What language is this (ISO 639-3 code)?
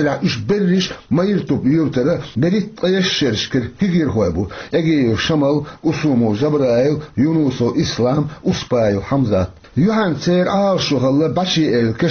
che